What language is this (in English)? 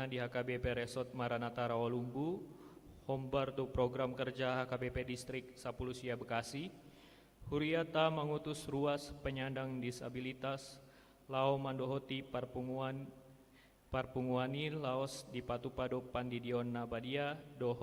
Batak Toba